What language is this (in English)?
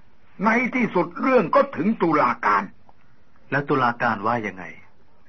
Thai